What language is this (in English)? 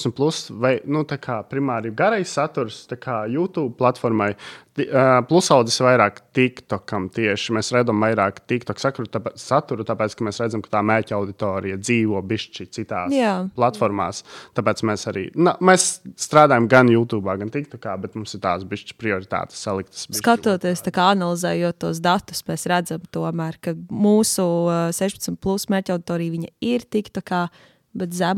Latvian